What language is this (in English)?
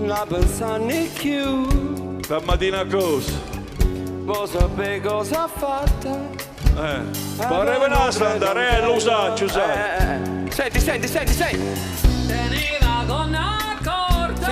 Neapolitan